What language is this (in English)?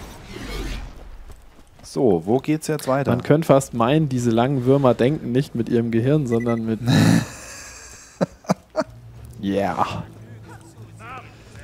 German